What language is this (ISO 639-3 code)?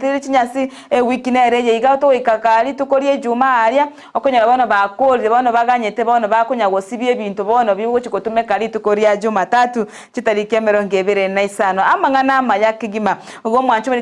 guz